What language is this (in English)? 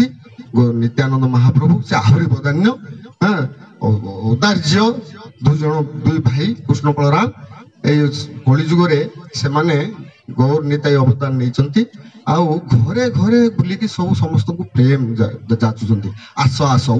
Odia